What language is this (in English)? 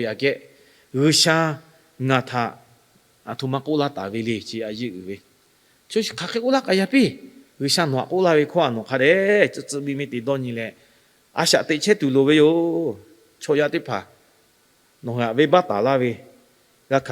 Lahu